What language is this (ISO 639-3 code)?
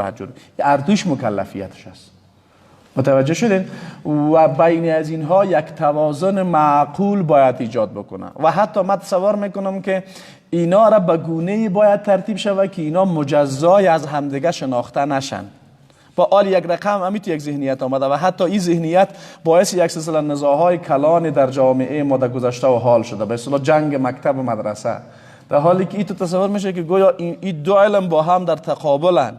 fas